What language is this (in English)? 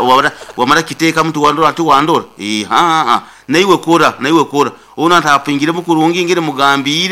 Nyoro